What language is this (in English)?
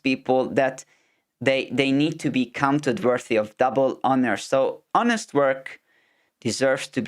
English